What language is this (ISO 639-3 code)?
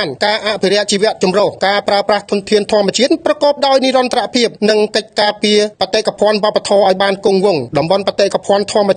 khm